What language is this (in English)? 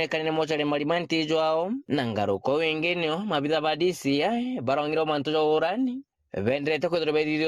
Meru